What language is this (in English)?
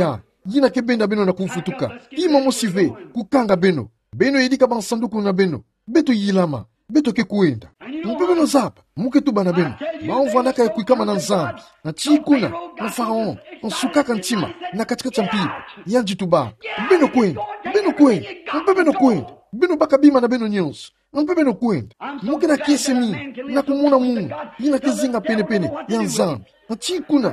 Kituba (Democratic Republic of Congo)